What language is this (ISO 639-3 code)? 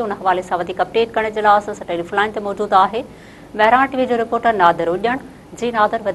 snd